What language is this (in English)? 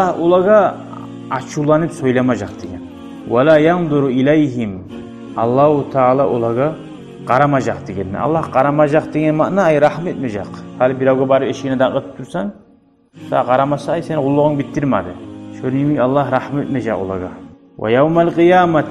Kumyk